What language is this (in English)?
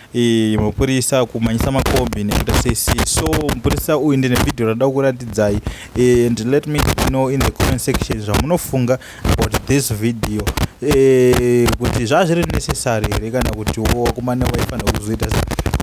Shona